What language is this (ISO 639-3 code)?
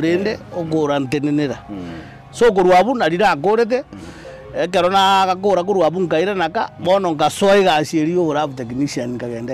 guz